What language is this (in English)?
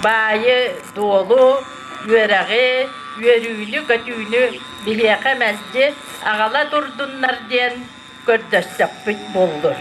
Yakut